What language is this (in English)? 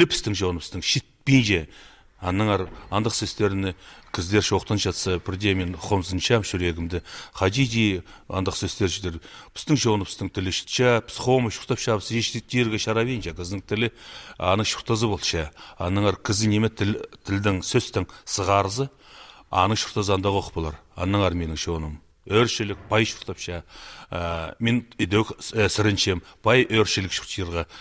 Khakas